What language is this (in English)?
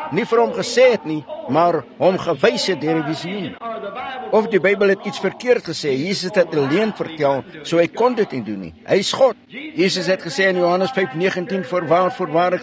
Afrikaans